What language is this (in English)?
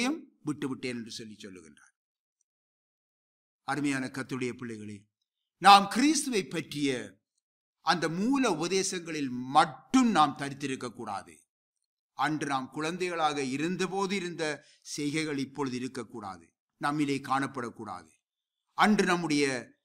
Tamil